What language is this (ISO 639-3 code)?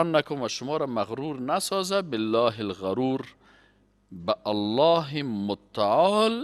fas